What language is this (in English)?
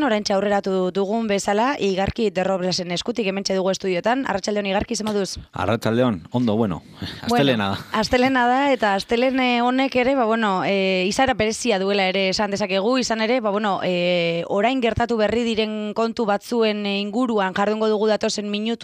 Basque